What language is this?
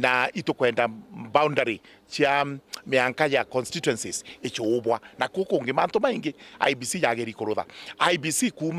Meru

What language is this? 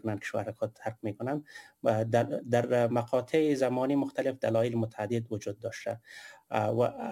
Persian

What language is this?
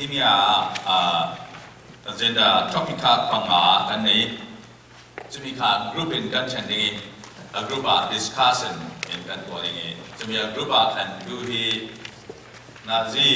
Falam Chin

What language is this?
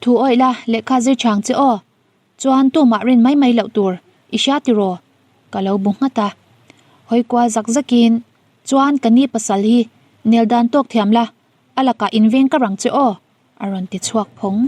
Mizo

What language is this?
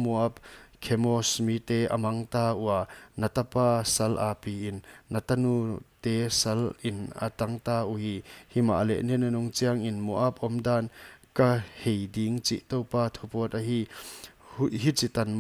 Paite Chin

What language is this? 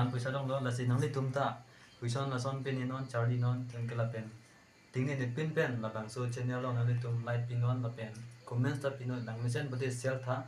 Karbi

